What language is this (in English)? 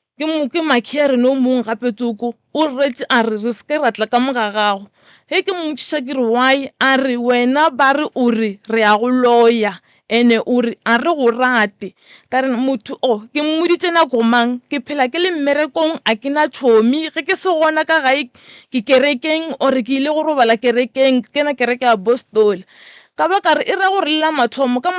Northern Sotho